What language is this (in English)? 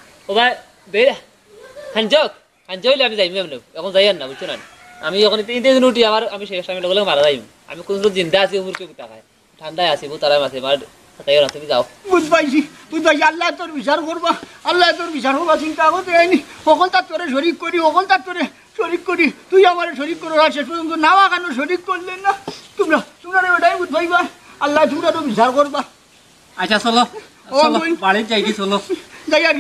Sylheti